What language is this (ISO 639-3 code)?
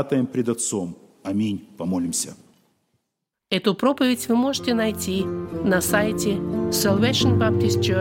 rus